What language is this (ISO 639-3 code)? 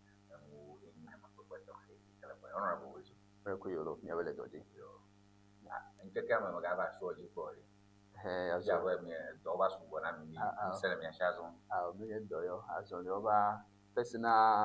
ewe